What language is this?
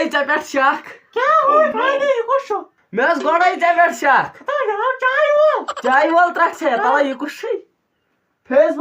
Kashmiri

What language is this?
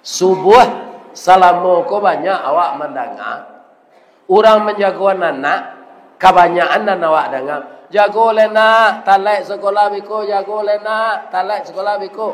Minangkabau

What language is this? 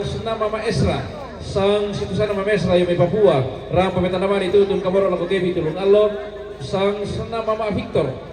Toraja-Sa'dan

